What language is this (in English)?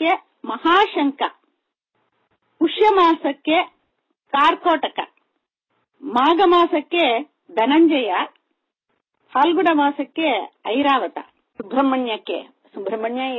Kannada